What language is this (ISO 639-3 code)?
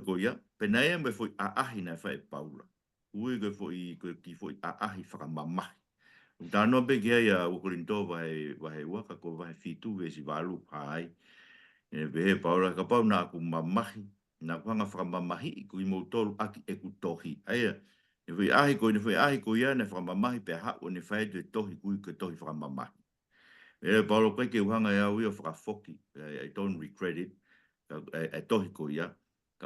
ton